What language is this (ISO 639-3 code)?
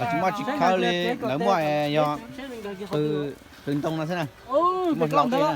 hmn